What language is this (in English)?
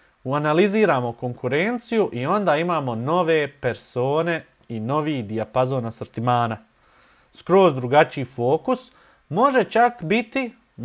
Bosnian